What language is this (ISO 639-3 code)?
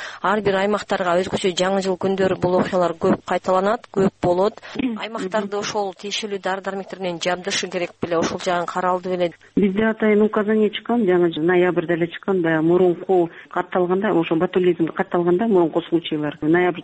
kir